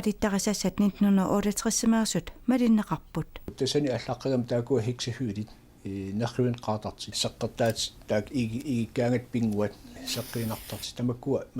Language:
Kalaallisut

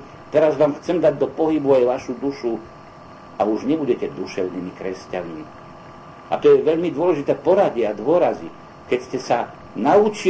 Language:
Slovak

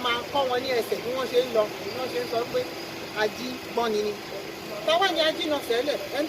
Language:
Yoruba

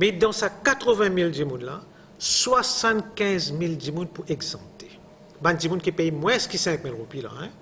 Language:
Morisyen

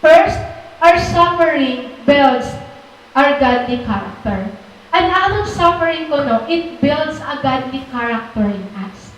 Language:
Waray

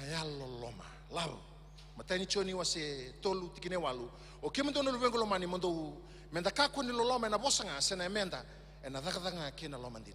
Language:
Fijian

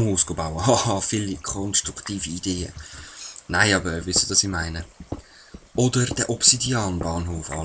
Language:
Swiss German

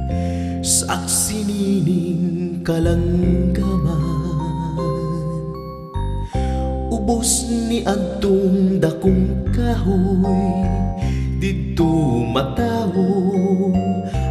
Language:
Cebuano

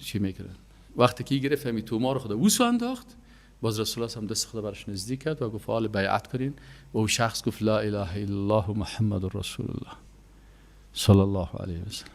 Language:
Persian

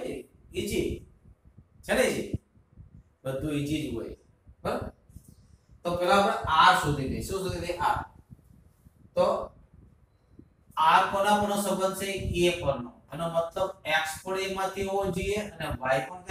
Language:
Gujarati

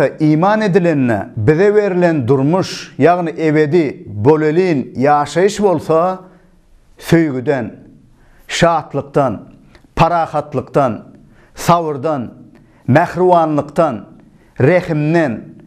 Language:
Turkmen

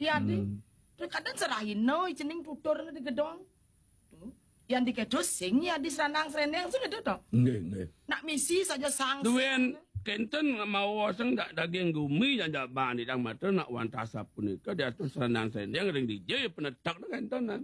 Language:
Balinese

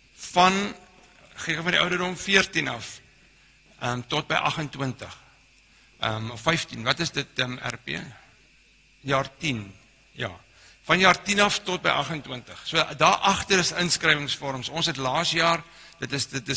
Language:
Afrikaans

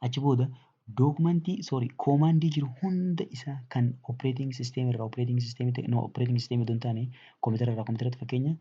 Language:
Oromo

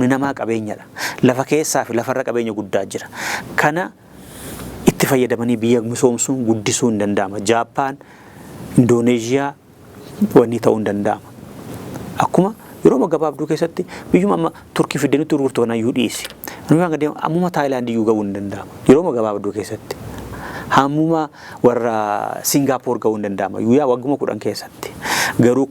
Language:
Oromo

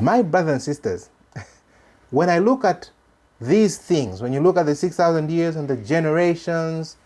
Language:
English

